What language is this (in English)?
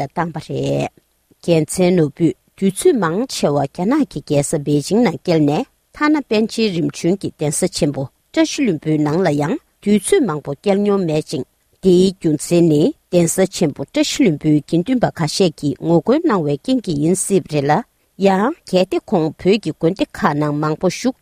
Tibetan